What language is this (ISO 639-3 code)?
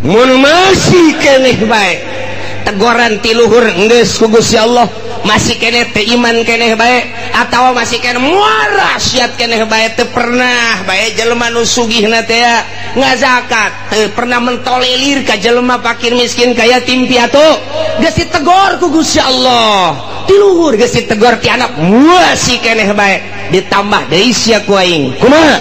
sun